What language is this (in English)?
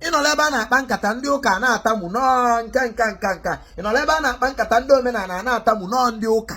Igbo